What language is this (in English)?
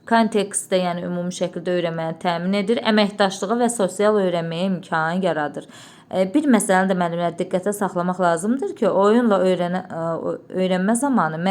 Azerbaijani